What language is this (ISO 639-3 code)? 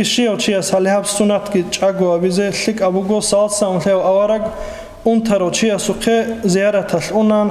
ava